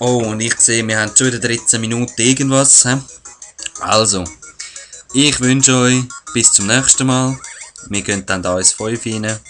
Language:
Swiss German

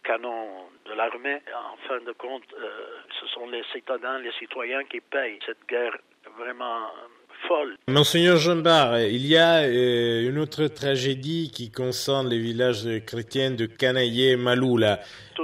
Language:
French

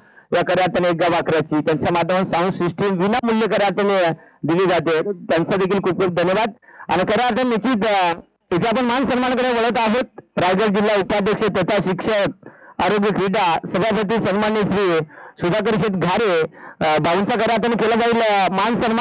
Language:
Marathi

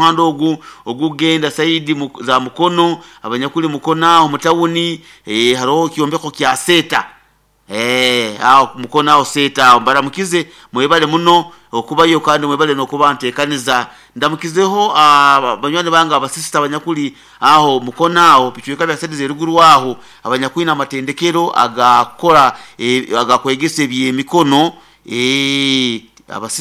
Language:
Nyoro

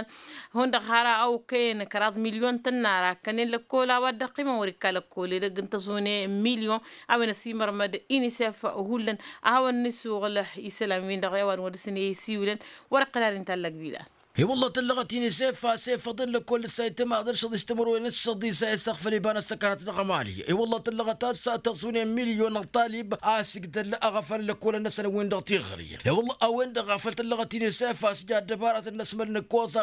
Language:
Tamasheq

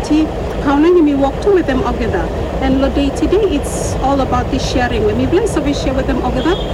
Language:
Bislama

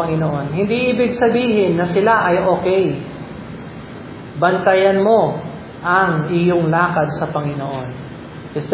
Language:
Filipino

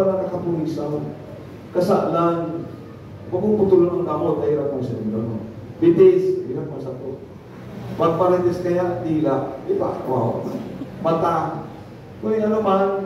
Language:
Bikol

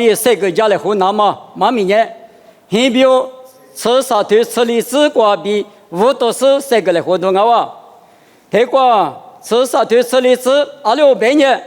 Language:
Lisu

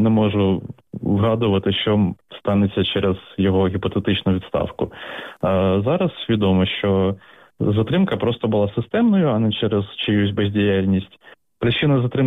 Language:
Ukrainian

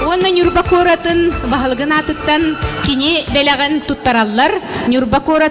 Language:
Yakut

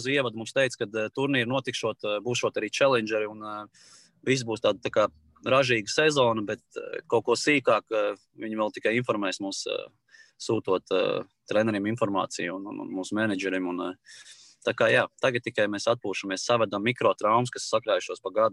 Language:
Latvian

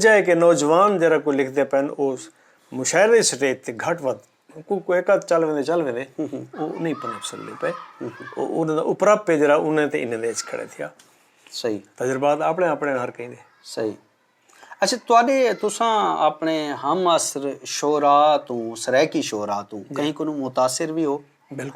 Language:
Saraiki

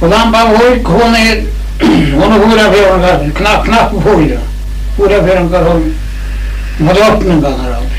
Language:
Faroese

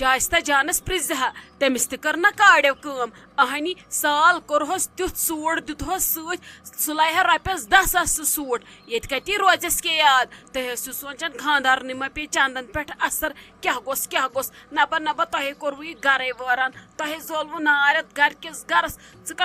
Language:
Kashmiri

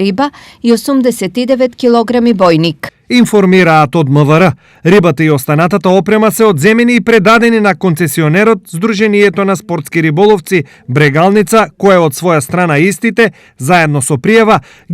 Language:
Macedonian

